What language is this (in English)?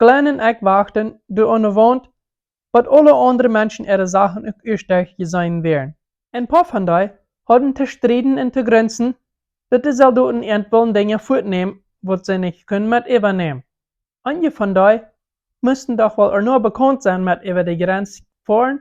Plautdietsch